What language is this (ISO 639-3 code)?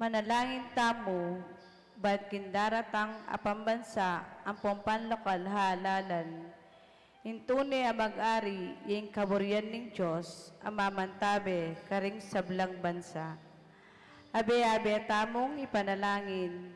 pam